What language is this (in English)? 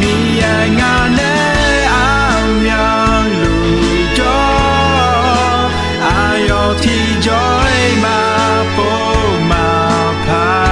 Akha